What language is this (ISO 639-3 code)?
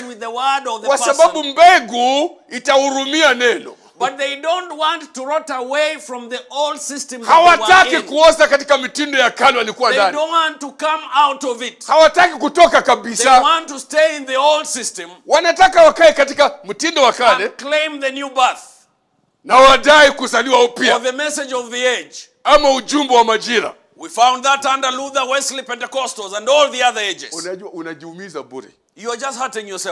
swa